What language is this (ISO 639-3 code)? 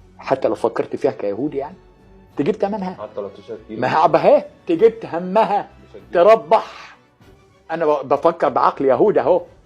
arz